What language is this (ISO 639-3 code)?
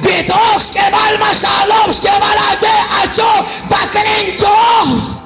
kek